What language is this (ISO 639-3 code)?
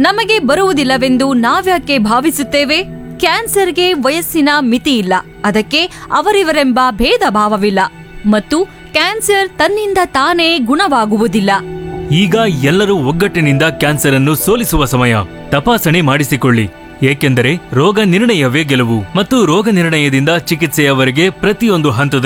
kan